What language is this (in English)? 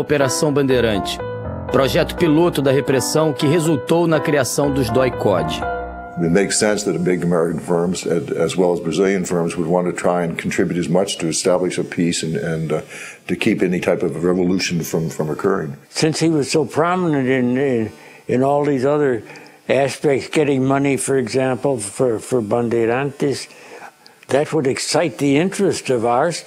Portuguese